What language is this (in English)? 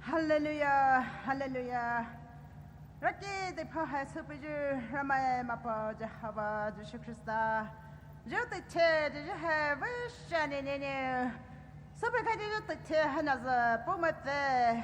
Poumei Naga